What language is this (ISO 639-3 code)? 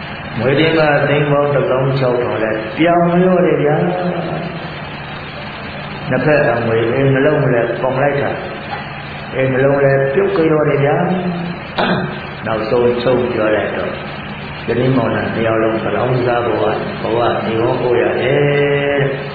mya